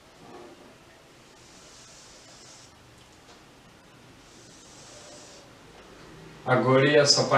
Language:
Gujarati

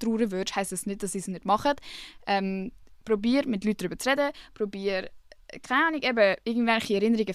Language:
Swiss German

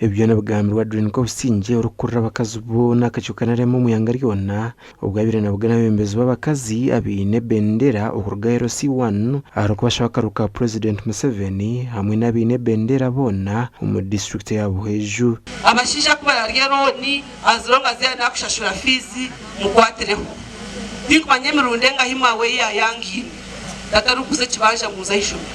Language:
Nyankole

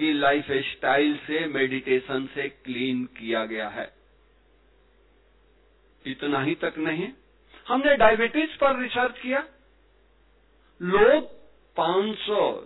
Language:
Hindi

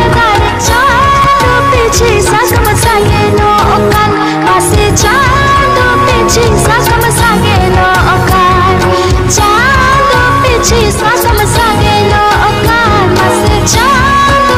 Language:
Santali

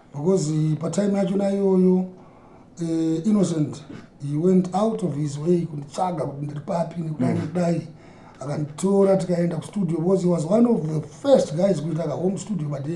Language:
Shona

